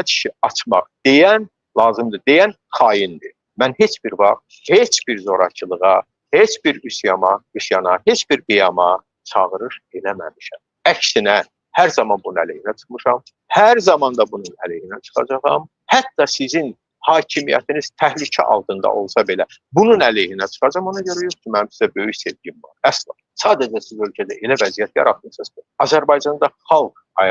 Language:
Azerbaijani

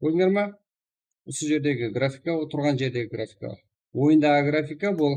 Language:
Kara-Kalpak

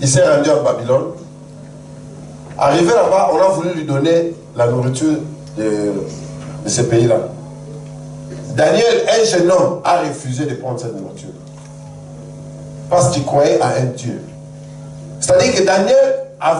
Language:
French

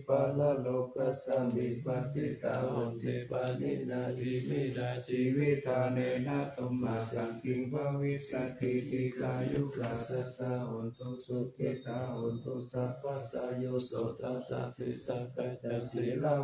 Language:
Pali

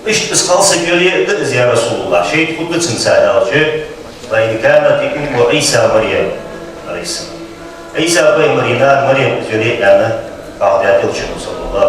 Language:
Ingush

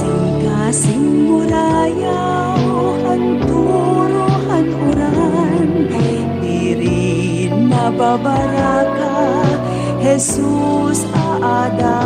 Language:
Waray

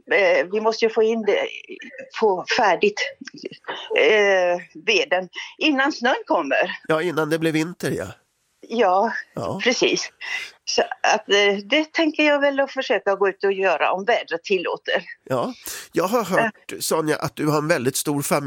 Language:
Swedish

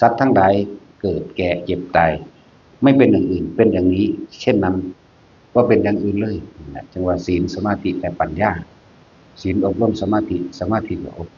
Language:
Northeastern Thai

